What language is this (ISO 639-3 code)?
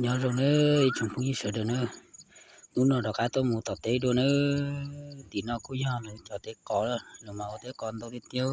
hmn